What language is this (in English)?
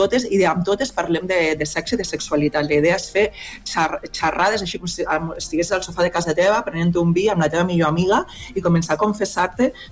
Catalan